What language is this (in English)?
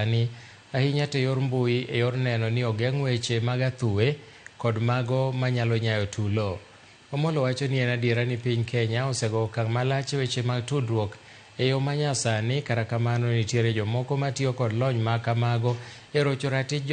Luo (Kenya and Tanzania)